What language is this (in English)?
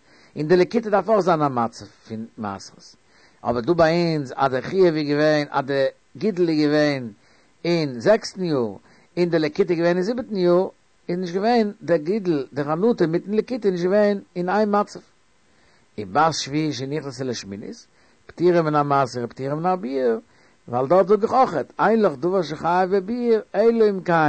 Yiddish